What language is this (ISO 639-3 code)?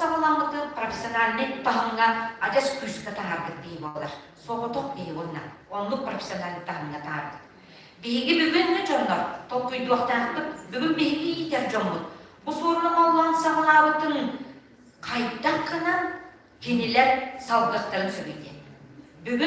sah